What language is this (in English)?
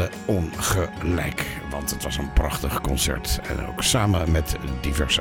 Dutch